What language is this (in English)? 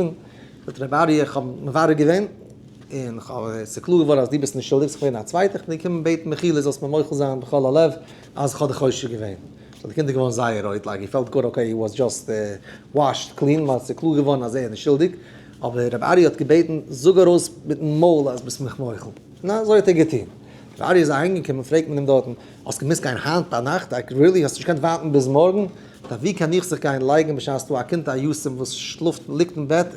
Yiddish